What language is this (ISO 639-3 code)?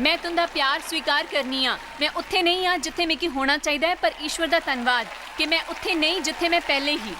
doi